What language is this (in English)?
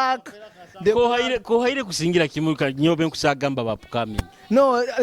Nyoro